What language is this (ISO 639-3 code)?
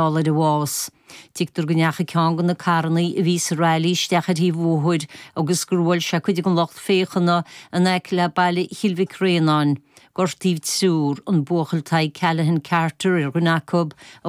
gle